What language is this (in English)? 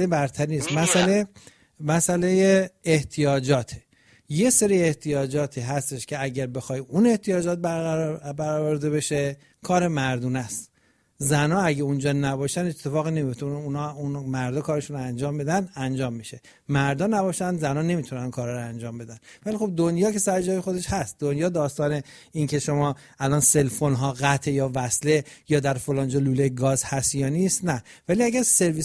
Persian